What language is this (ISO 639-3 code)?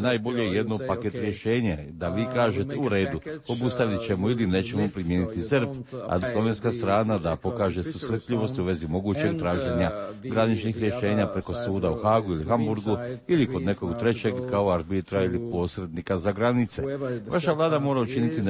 hrv